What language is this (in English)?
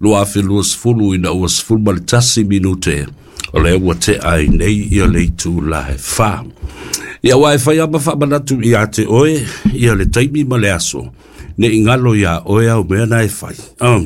Samoan